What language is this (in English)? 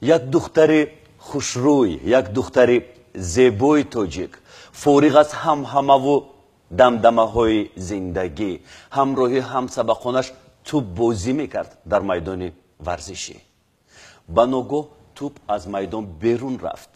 Tajik